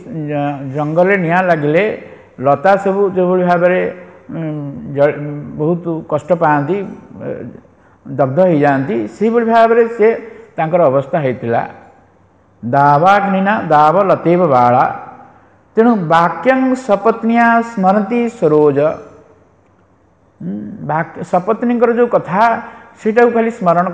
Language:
Odia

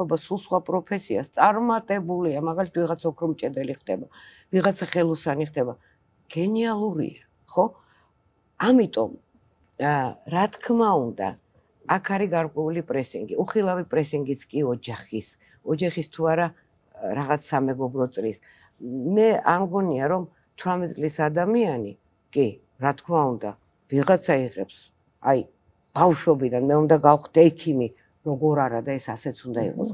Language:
Georgian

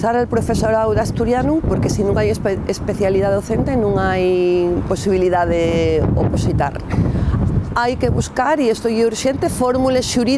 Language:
Asturian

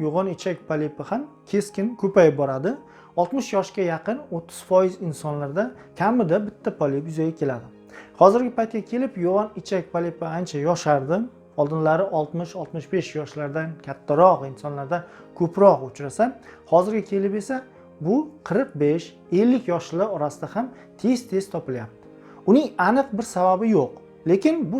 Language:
Uzbek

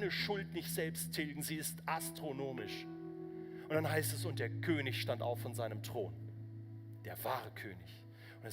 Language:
Swiss German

